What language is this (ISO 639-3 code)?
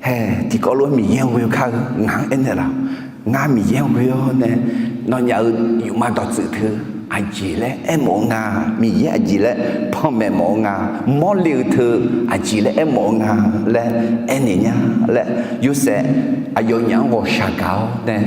ahk